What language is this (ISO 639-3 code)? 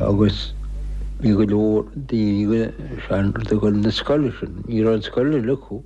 gle